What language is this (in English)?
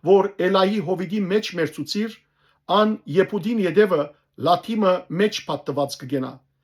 Western Armenian